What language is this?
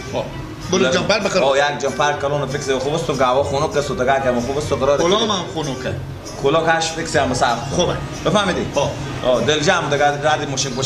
Persian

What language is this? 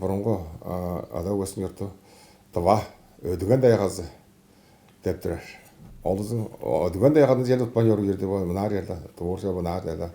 Tuvinian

